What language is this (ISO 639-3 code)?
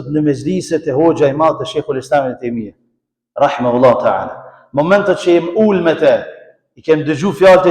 sqi